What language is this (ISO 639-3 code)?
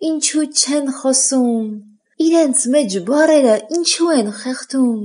hye